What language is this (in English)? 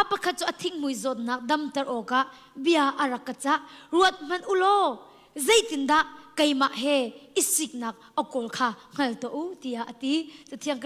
Hakha Chin